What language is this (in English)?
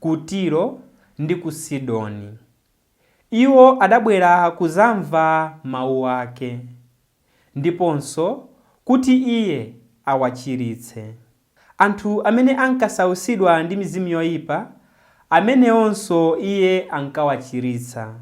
Nyanja